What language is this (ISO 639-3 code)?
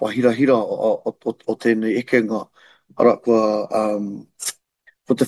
mri